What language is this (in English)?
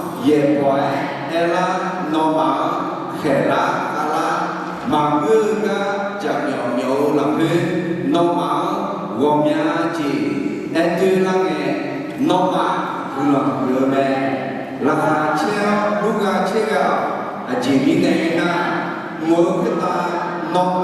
Akha